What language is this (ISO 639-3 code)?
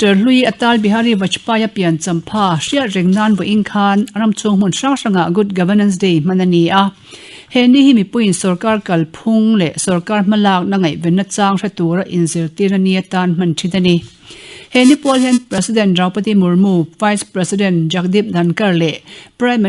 lus